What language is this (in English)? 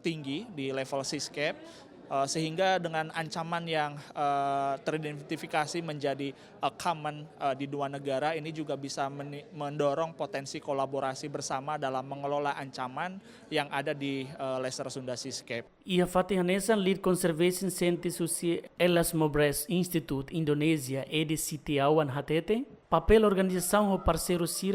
Tetum